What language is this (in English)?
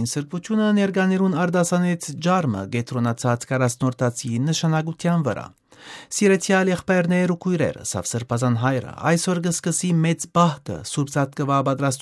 Western Armenian